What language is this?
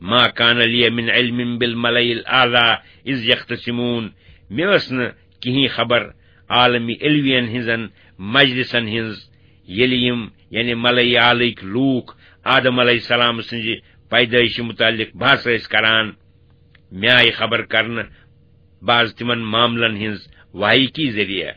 Kashmiri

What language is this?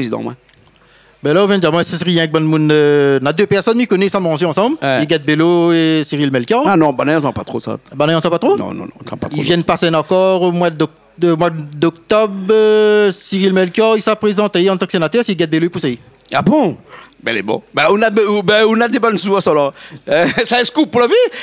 Réunion Creole French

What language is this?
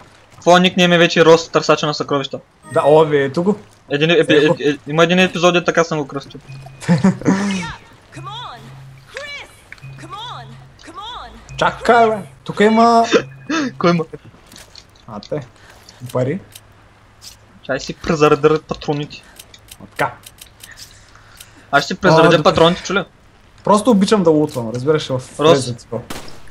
Bulgarian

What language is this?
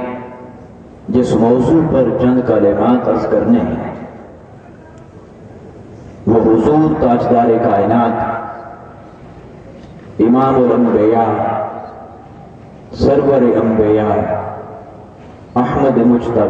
Urdu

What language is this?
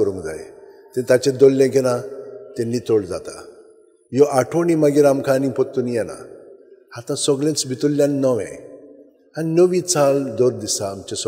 Konkani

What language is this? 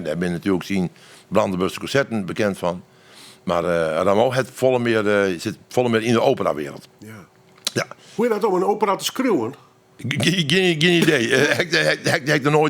Western Frisian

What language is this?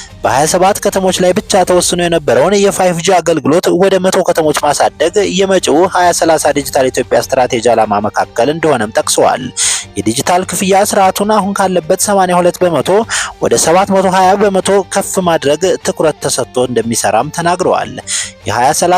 Amharic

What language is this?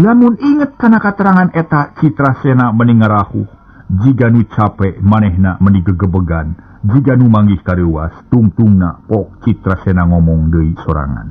Sundanese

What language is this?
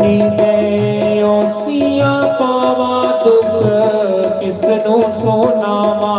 Dogri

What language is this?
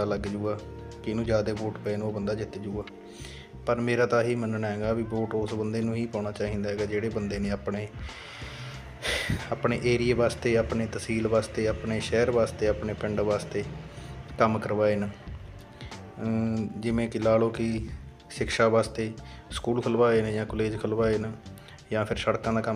Punjabi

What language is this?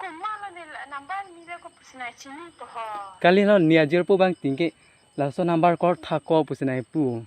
Karbi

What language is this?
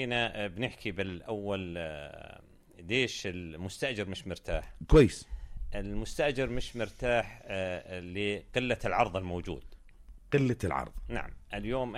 North Levantine Arabic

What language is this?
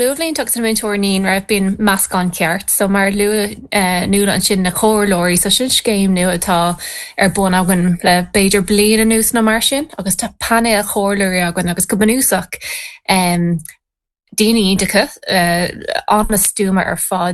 Irish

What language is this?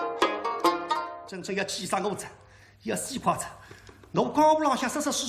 Wu Chinese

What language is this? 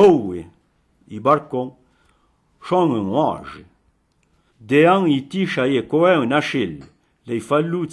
Arpitan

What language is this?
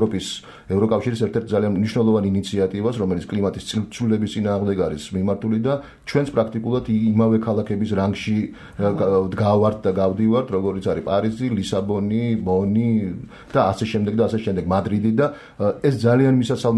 Georgian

